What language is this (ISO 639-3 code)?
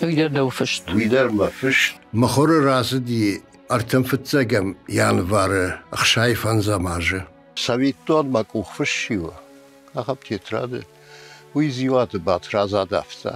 oss